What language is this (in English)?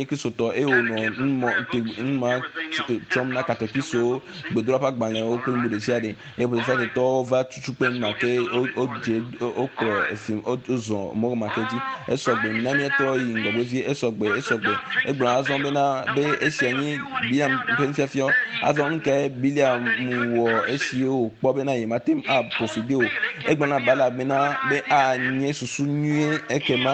Ewe